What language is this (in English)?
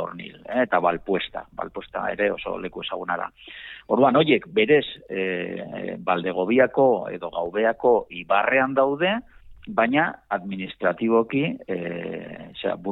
Basque